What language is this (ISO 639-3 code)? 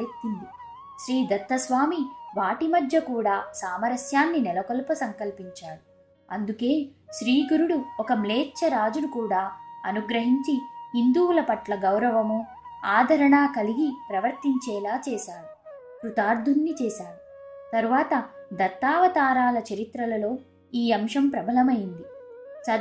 tel